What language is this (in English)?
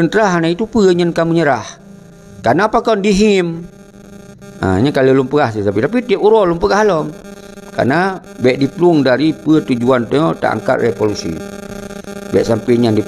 Achinese